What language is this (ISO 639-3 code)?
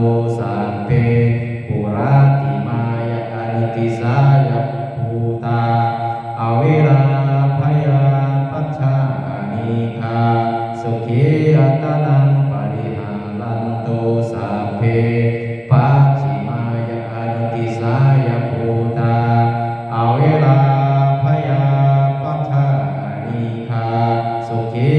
pli